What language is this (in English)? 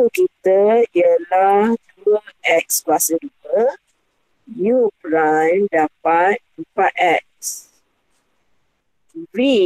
Malay